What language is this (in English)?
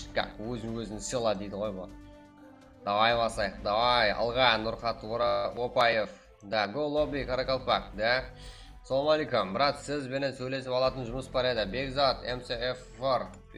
Kara-Kalpak